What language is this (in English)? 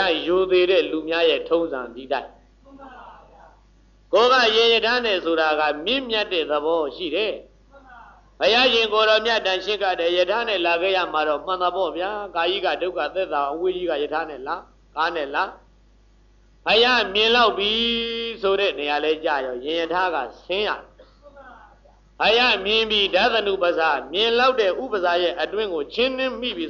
Burmese